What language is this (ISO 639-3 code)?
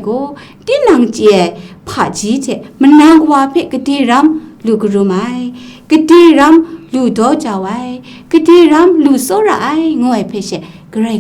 kac